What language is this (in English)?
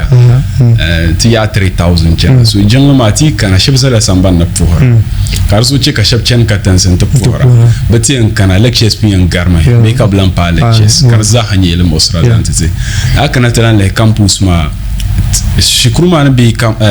Dagbani